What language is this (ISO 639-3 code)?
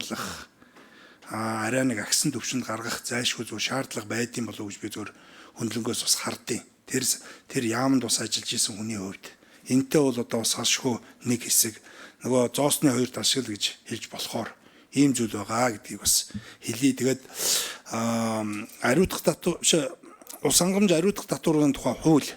mon